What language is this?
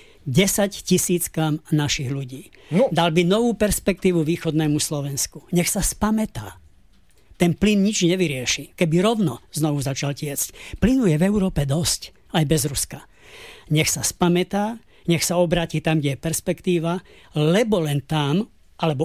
Slovak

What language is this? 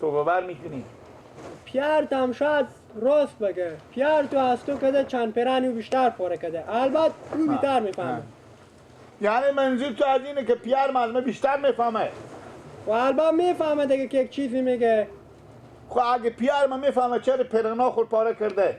Persian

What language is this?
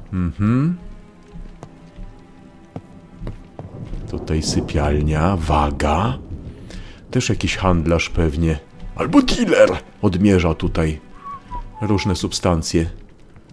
Polish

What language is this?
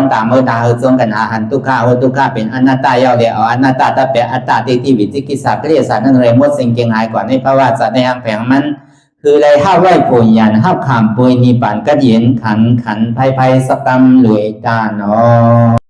Shan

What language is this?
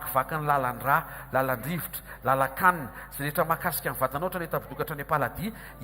Malagasy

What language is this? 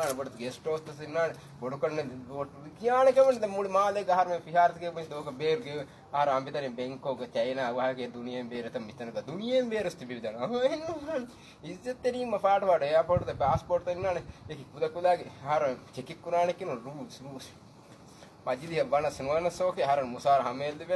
Divehi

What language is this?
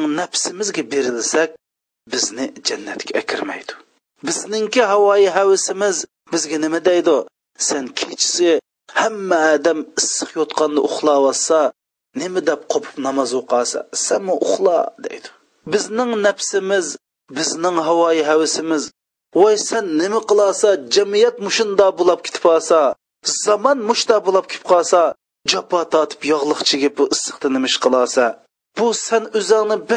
Uyghur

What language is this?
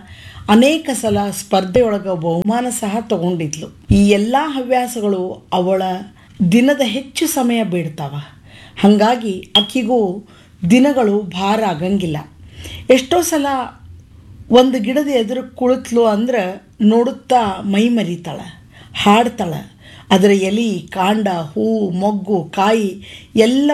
Kannada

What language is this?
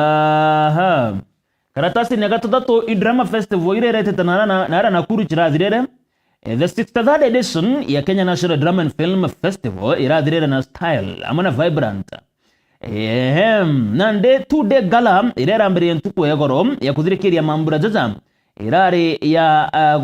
Meru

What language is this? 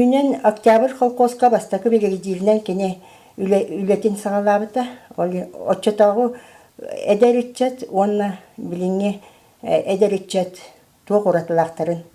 Yakut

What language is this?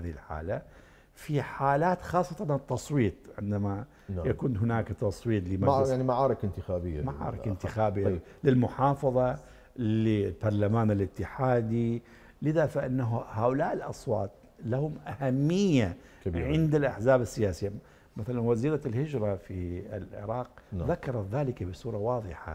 Mesopotamian Arabic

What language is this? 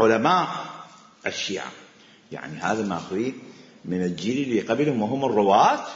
Mesopotamian Arabic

